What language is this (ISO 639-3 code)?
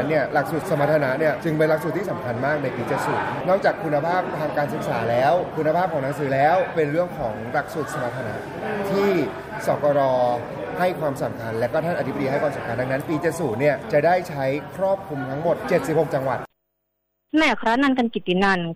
tha